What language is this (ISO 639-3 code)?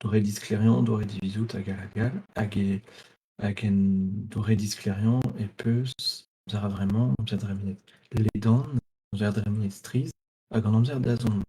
bre